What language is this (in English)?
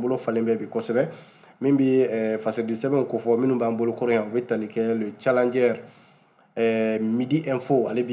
Bambara